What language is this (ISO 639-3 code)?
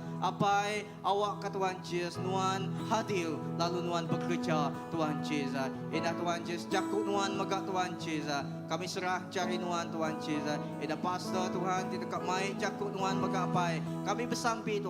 iba